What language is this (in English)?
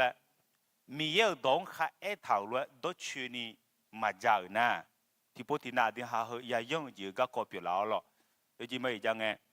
Akha